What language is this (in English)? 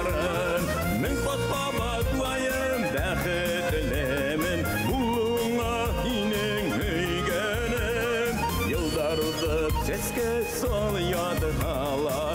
Bashkir